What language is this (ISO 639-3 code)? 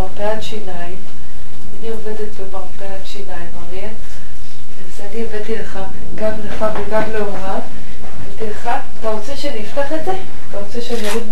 heb